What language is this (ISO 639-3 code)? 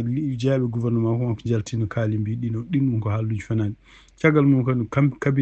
ful